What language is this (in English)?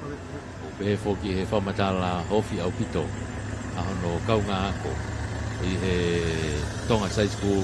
Tongan